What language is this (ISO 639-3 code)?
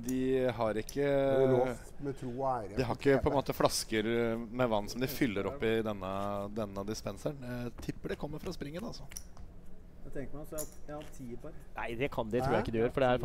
nor